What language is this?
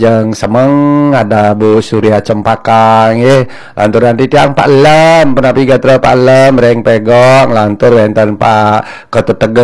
Balinese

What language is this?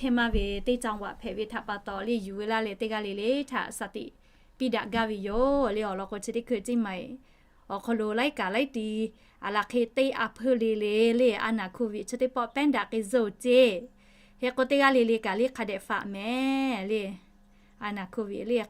Lahu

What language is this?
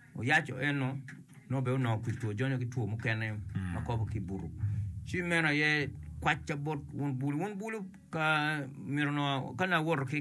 Acoli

